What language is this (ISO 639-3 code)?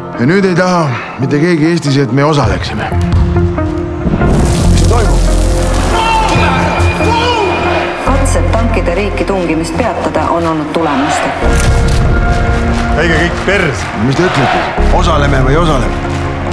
est